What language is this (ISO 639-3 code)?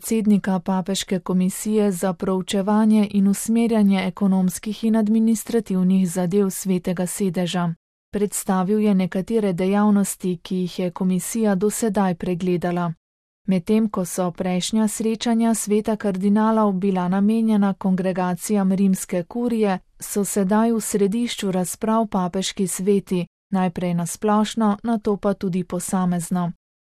slv